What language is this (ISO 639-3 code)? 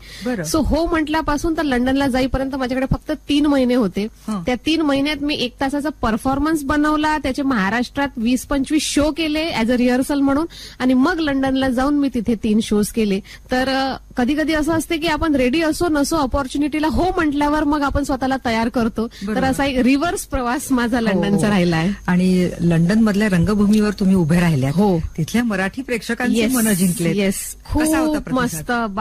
mar